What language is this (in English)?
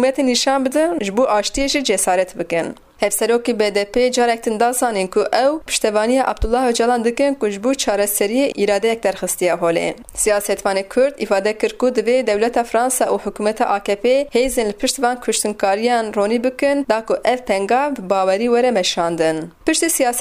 Kurdish